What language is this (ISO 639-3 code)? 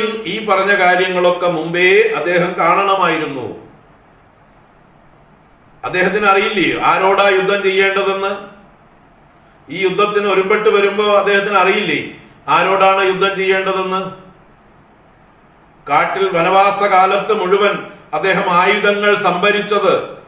mal